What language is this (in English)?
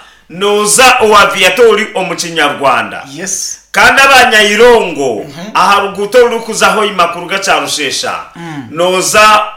Nyankole